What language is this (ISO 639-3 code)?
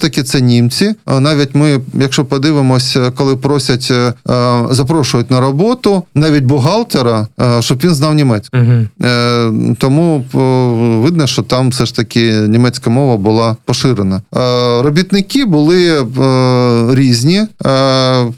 ukr